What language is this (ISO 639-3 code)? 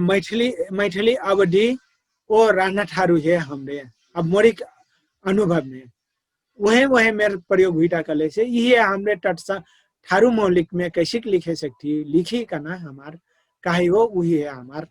thl